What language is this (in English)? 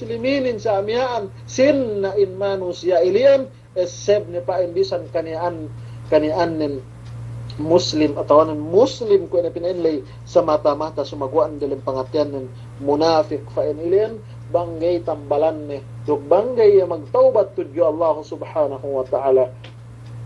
Yakan